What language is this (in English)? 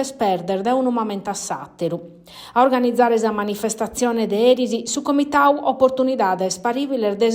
Sardinian